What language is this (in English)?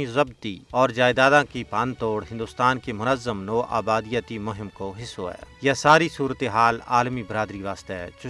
Gujari